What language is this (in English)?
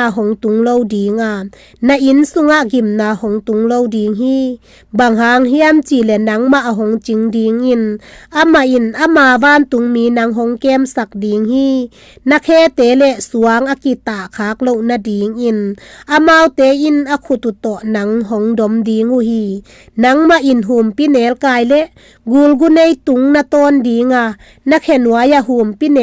Tedim Chin